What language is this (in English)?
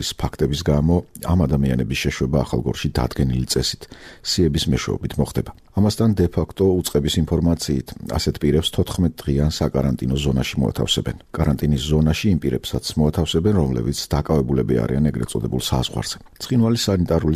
Georgian